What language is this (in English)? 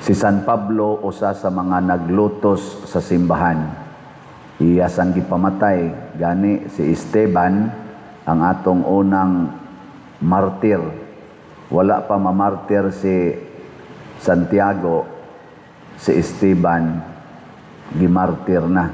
Cebuano